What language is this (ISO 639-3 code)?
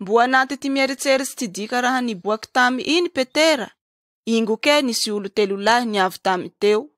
mlg